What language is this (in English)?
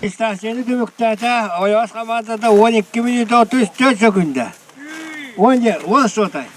Yakut